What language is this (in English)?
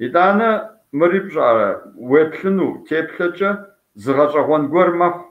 Kabardian